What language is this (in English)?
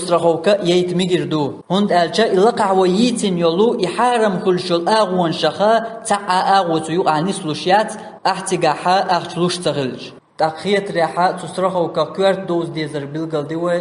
Chechen